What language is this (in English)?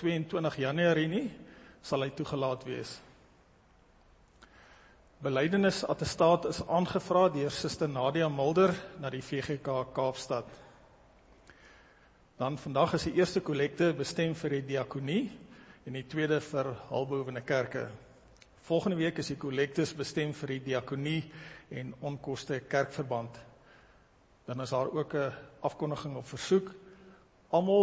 Afrikaans